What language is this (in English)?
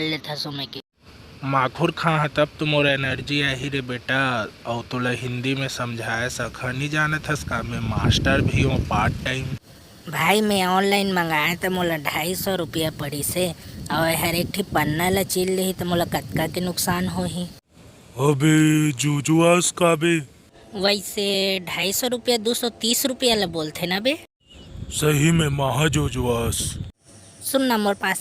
Chhattisgarhi